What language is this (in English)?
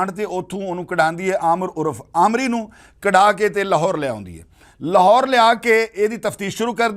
Western Panjabi